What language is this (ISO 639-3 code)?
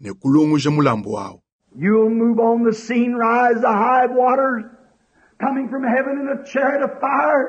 lua